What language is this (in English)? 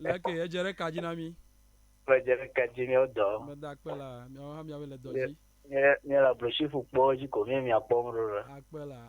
Ewe